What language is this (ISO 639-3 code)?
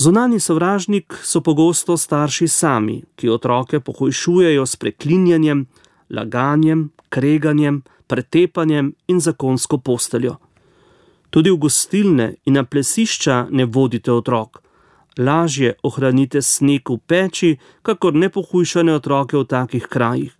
slv